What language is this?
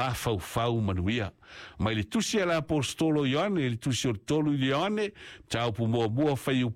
Samoan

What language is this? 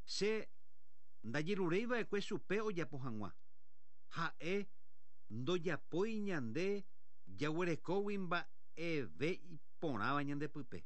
Guarani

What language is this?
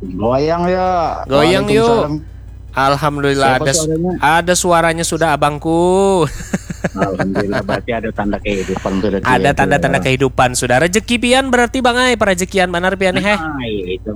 Banjar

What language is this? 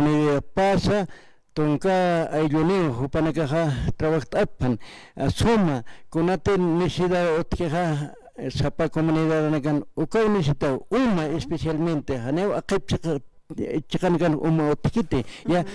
Aymara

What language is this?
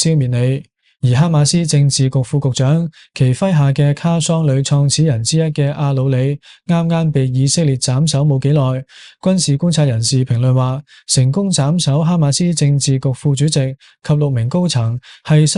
Cantonese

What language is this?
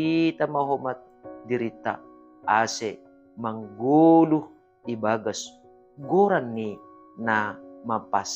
Batak Simalungun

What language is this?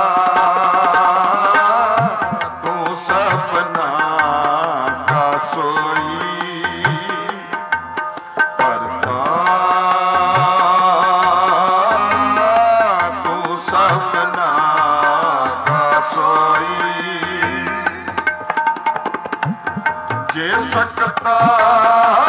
Punjabi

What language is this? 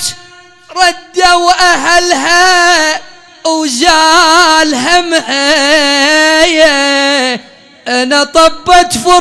Mesopotamian Arabic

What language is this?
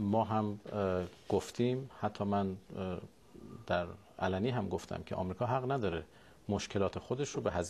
Persian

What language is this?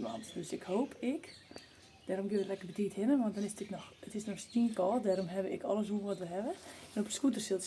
Western Frisian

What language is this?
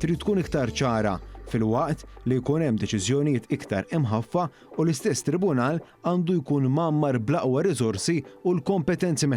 Maltese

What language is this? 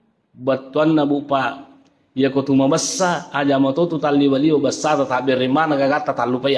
Buginese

